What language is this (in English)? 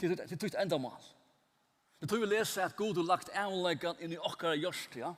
Faroese